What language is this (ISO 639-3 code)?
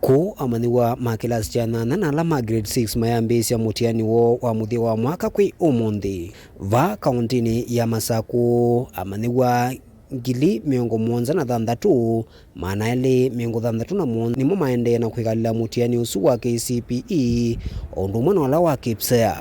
kam